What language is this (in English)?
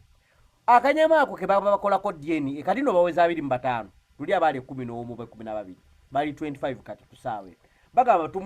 Ganda